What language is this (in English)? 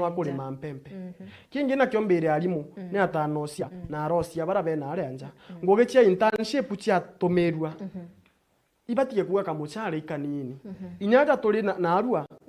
Meru